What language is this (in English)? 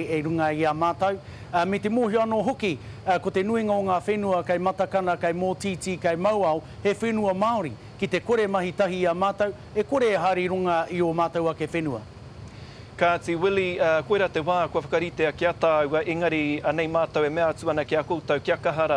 Māori